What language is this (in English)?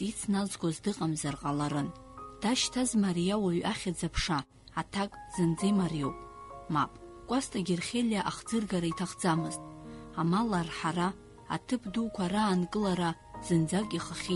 Abkhazian